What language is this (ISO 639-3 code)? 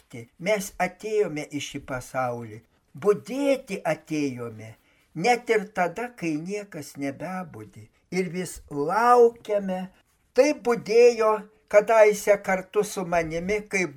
lit